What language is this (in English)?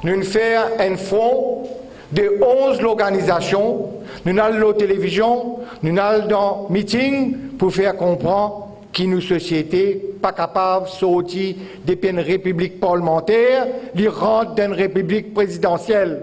Morisyen